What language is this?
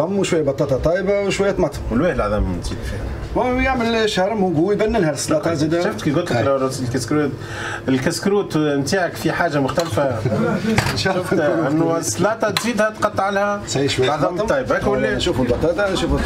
Tunisian Arabic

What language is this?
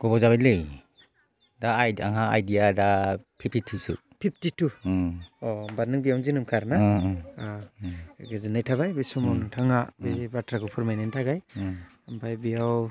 Bodo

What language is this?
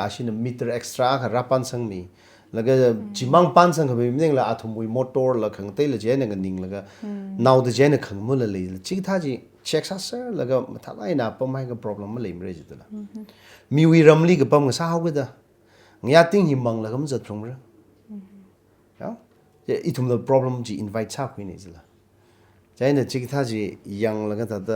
Tangkhul Naga (India)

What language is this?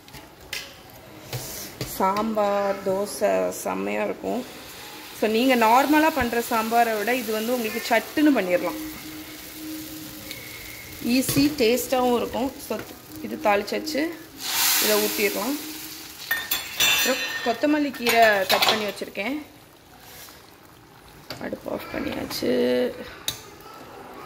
Tamil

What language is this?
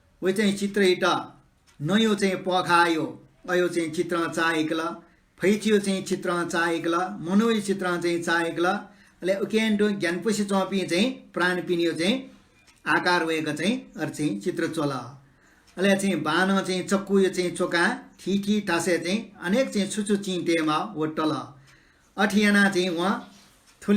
Newari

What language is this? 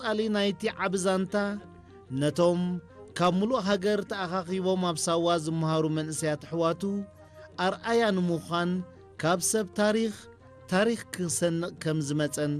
Tigrinya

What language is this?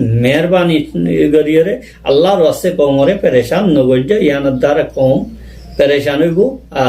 Rohingya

